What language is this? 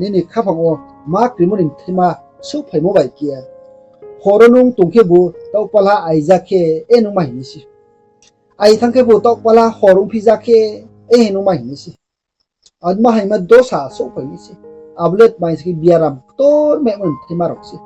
Riang (India)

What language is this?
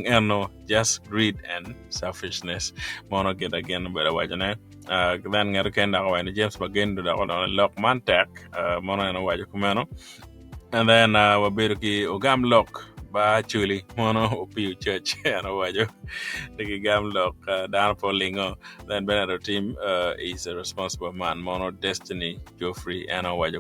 Acoli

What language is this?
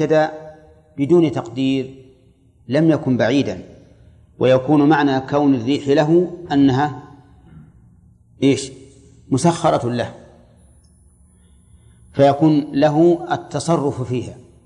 Arabic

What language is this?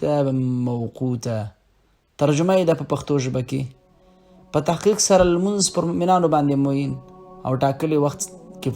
Pashto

